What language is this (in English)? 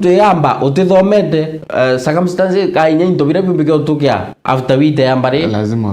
Meru